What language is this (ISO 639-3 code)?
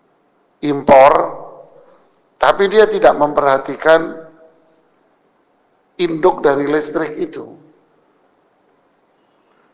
ind